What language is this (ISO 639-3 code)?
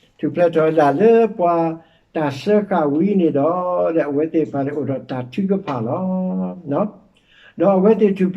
ksw